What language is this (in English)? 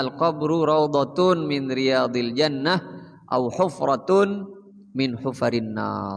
Madurese